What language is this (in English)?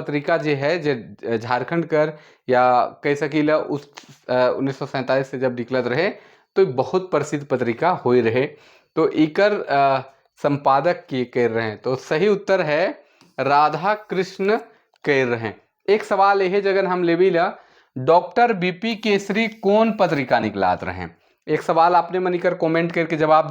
Sadri